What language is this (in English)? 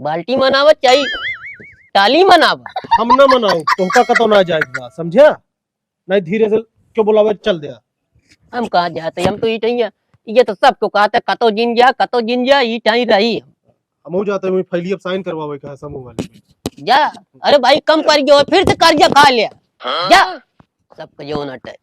Awadhi